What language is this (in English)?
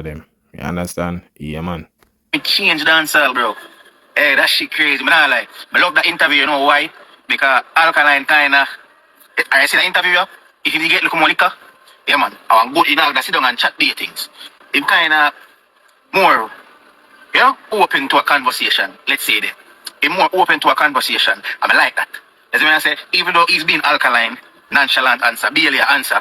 Jamaican Creole English